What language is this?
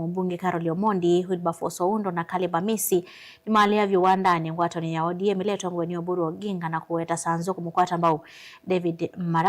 Kamba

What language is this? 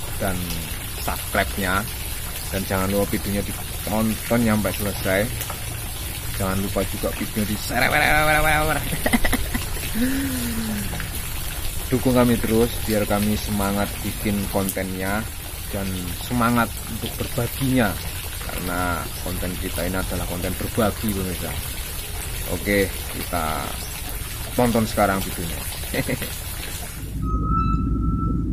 Indonesian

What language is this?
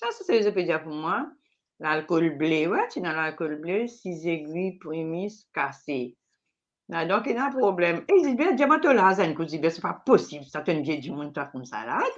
Morisyen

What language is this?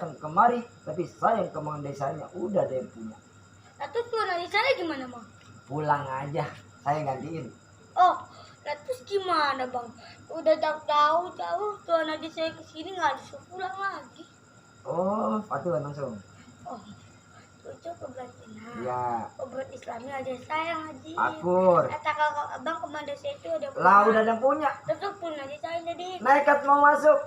Betawi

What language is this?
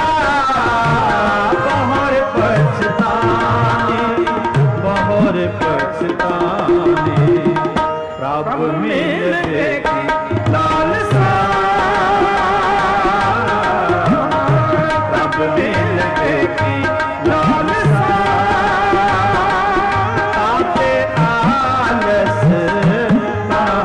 Punjabi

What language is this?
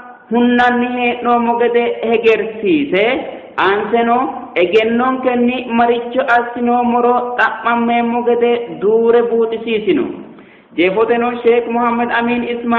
Sidamo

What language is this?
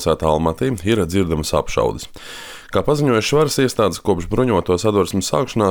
Latvian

